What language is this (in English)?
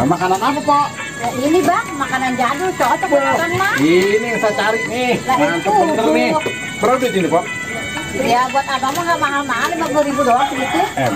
Betawi